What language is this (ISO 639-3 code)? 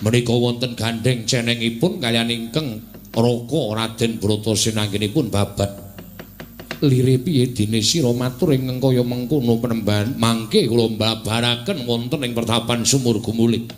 jav